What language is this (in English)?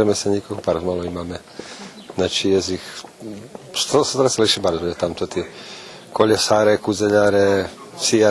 Rusyn